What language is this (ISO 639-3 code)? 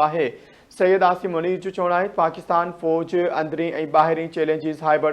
snd